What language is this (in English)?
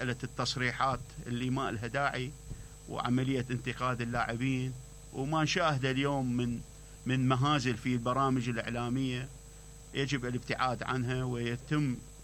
Mesopotamian Arabic